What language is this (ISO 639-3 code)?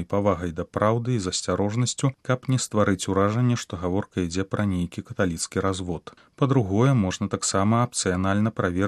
bel